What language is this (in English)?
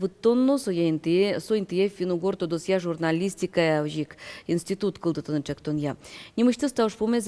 Udmurt